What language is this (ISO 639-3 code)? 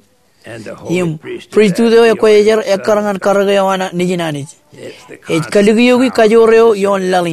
mah